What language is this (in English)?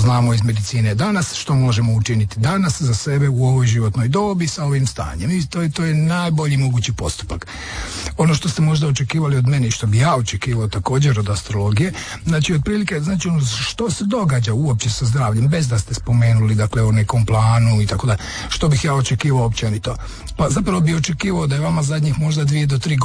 Croatian